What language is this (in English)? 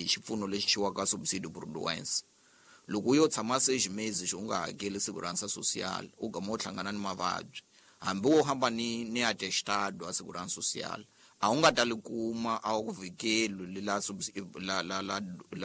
Tsonga